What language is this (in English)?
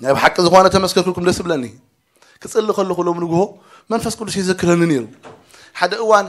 Tigrinya